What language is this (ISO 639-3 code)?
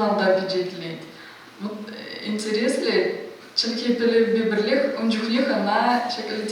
chv